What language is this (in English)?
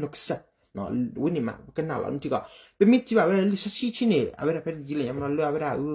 S'gaw Karen